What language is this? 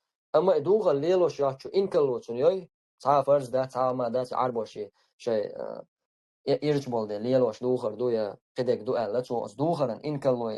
Chechen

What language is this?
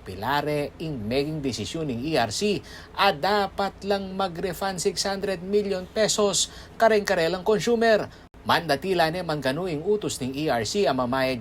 Pampanga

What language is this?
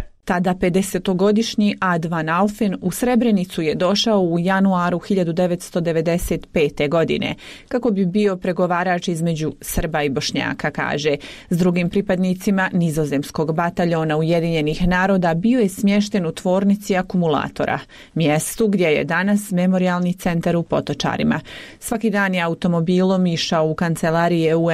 Bosnian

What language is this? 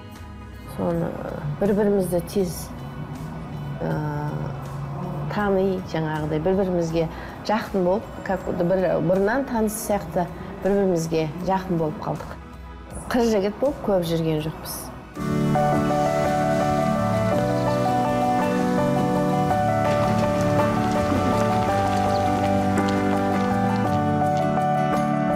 Kazakh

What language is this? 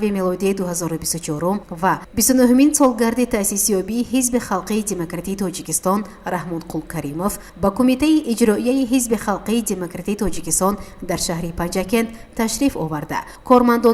Tajik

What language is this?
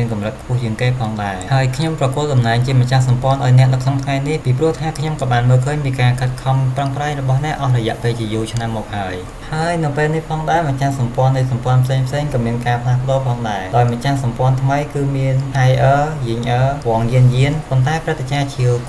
Khmer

